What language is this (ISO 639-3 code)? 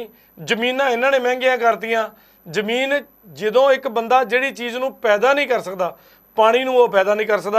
pan